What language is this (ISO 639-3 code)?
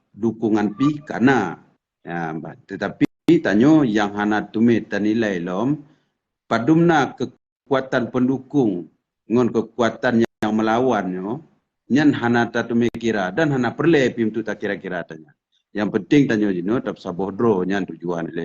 ace